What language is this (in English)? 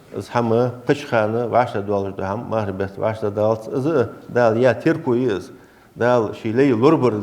Ingush